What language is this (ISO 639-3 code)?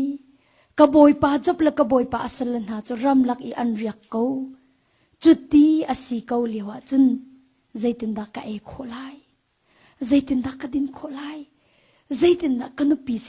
cnh